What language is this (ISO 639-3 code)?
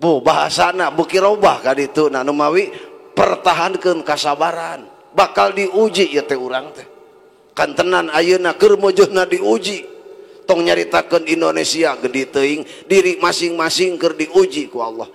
sun